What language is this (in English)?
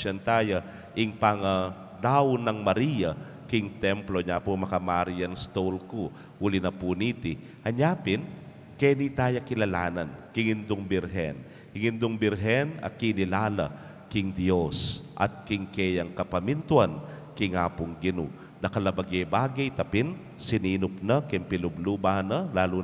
Pampanga